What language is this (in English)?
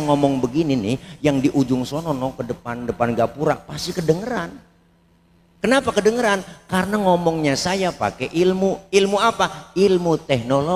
Betawi